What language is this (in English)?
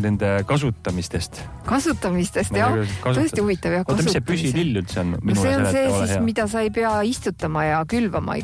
Estonian